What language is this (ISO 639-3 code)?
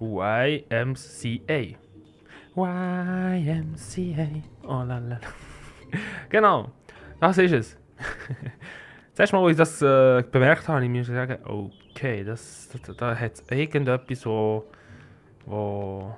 gsw